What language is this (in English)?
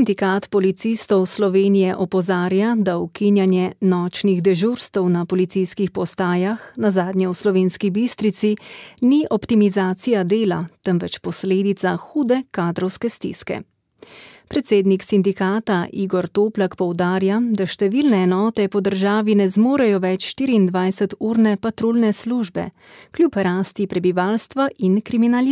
Slovenian